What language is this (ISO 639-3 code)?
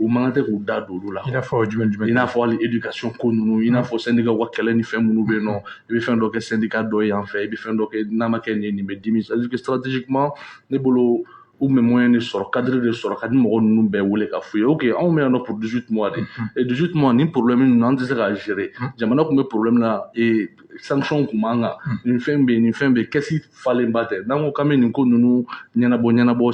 bam